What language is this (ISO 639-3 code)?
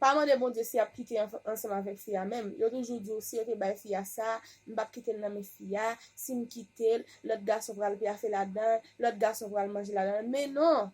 hat